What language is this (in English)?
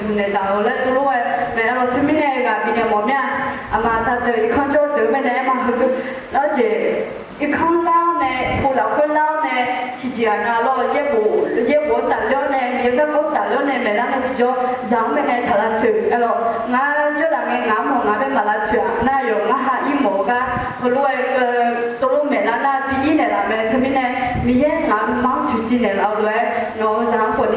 Akha